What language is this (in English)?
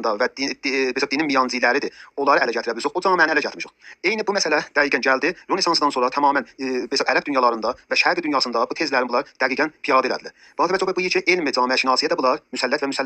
South Azerbaijani